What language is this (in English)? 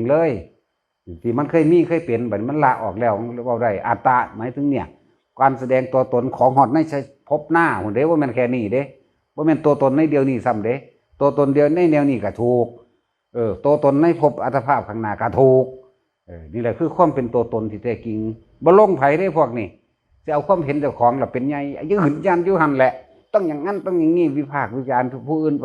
Northeastern Thai